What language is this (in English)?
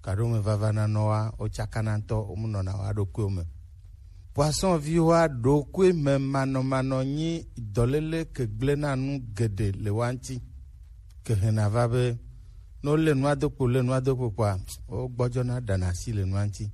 Gen